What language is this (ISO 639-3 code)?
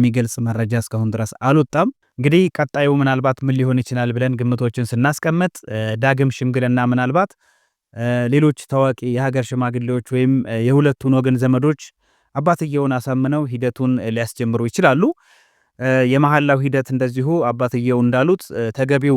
amh